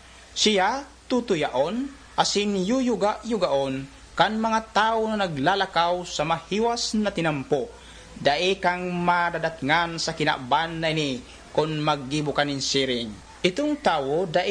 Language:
Bikol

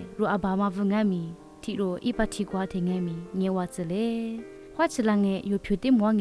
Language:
Lisu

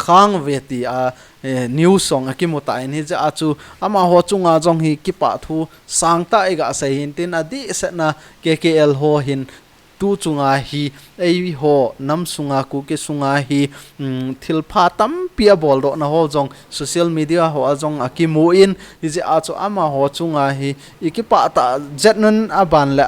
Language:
Thado Chin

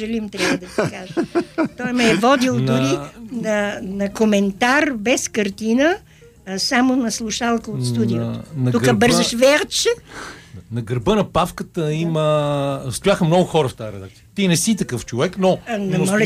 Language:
Bulgarian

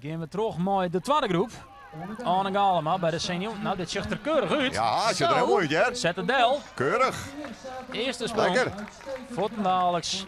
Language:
Western Frisian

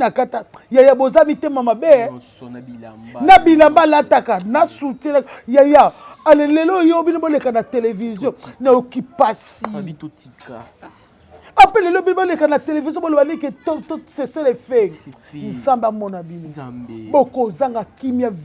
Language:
Lingala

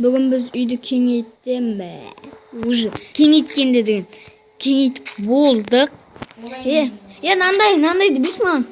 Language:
Kazakh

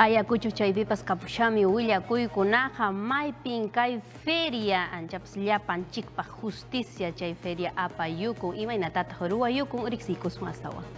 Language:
Ayacucho Quechua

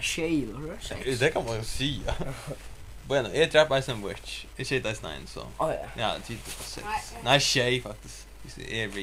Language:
Faroese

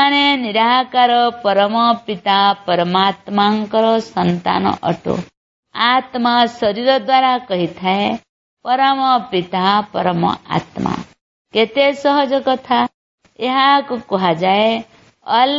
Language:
Odia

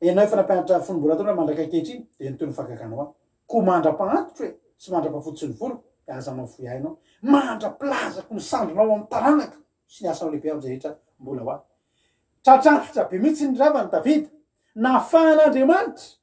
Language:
Malagasy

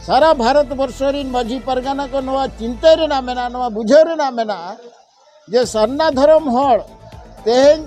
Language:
Santali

